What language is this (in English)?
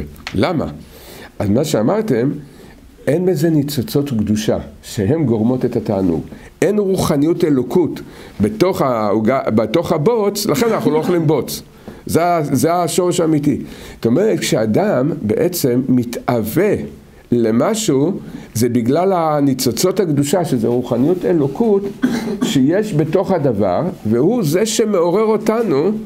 Hebrew